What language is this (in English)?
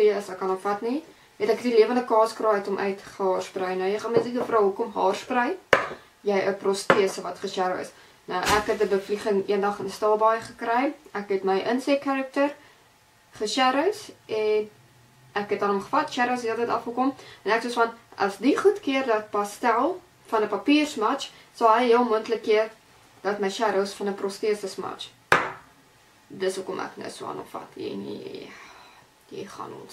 Afrikaans